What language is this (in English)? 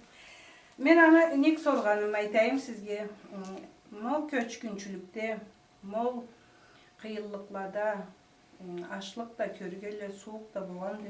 Karachay-Balkar